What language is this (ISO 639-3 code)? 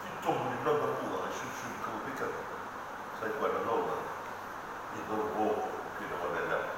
fij